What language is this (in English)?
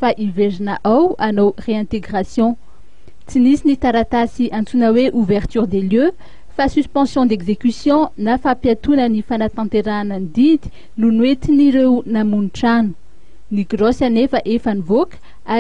Malagasy